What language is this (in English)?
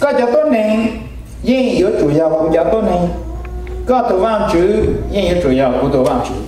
Hmong